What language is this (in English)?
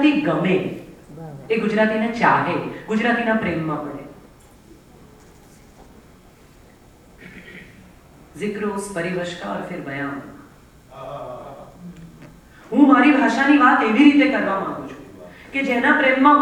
Gujarati